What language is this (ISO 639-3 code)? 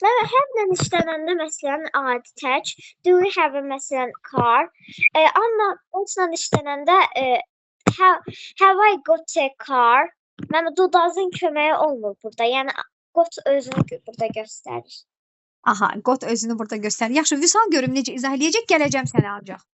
aze